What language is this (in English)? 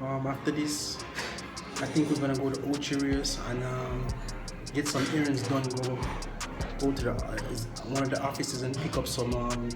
Jamaican Creole English